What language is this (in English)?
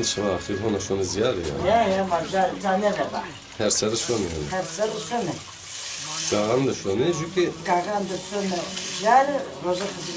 Zaza